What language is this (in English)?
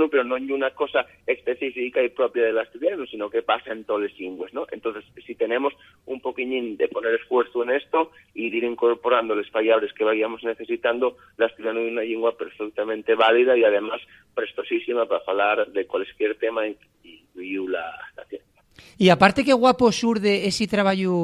Asturian